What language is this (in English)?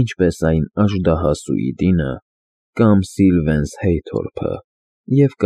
Armenian